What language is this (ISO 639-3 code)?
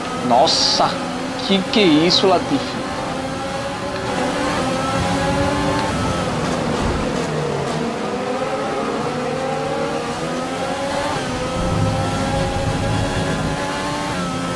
por